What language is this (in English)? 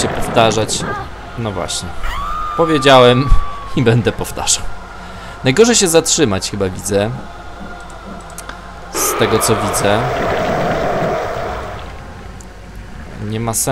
Polish